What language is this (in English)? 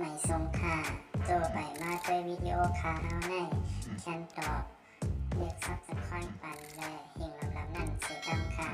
Shan